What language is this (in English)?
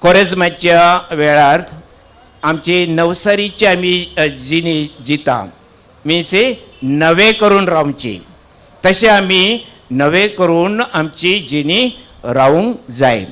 Konkani